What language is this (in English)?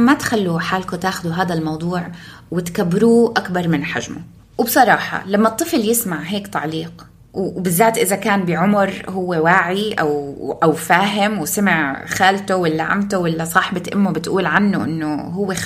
North Levantine Arabic